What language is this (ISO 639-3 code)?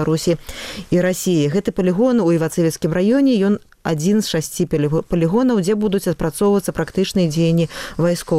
bel